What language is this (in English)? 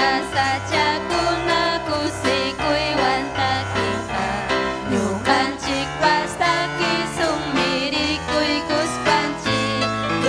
Ayacucho Quechua